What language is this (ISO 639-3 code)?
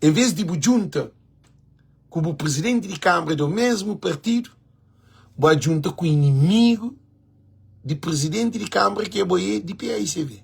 kea